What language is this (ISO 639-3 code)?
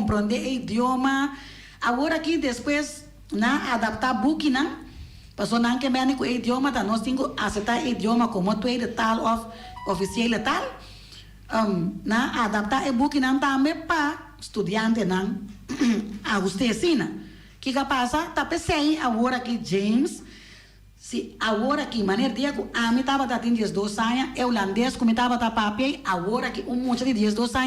pap